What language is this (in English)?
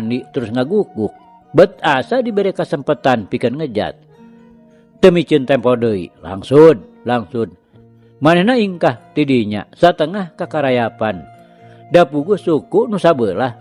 Sundanese